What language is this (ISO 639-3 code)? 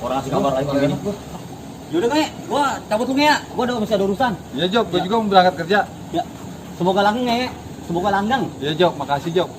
bew